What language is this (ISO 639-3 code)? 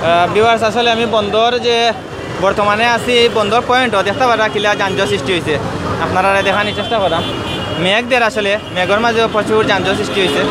syl